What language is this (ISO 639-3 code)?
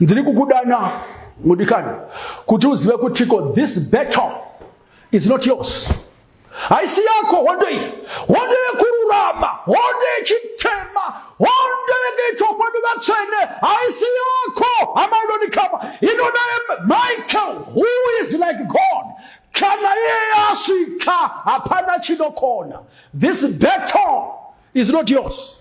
sna